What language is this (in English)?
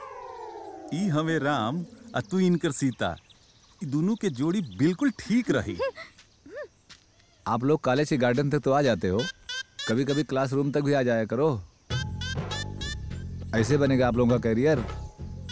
Bhojpuri